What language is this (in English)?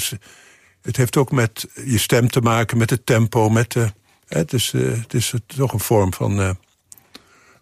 Dutch